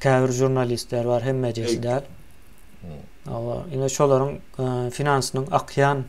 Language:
Turkmen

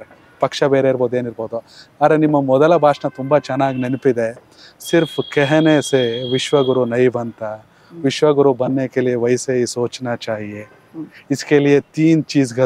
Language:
Kannada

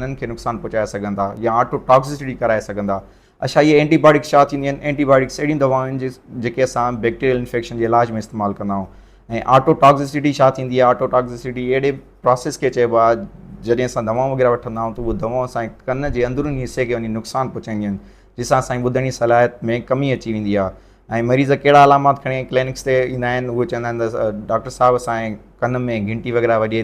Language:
Sindhi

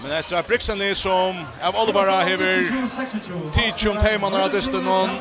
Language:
Faroese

